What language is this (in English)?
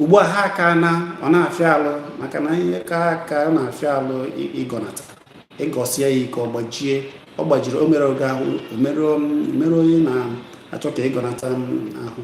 Igbo